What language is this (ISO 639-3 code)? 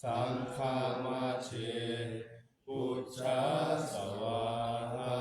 pli